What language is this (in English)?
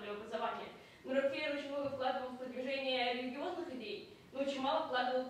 Russian